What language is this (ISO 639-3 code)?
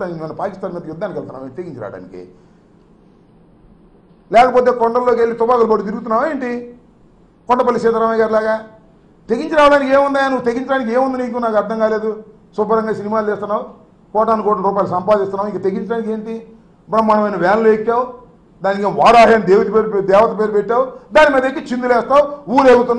tel